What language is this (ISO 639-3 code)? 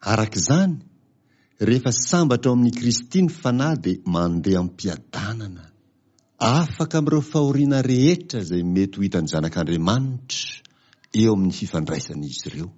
mlg